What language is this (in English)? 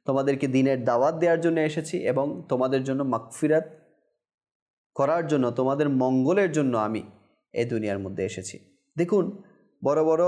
Bangla